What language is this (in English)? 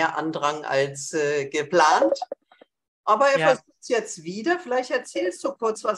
German